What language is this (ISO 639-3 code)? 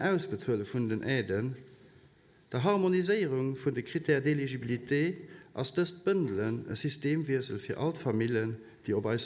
ltz